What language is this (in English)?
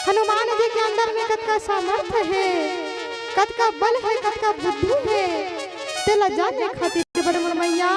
Chhattisgarhi